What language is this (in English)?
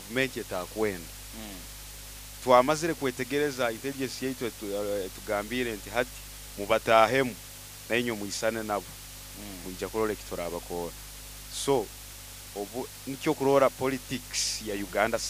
Nyoro